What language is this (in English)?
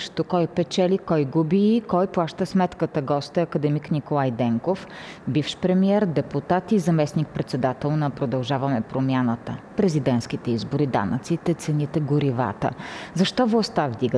Bulgarian